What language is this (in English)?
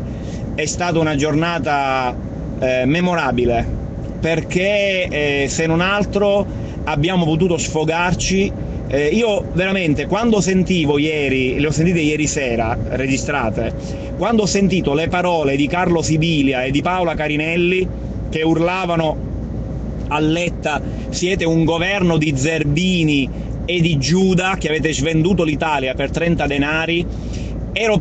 Italian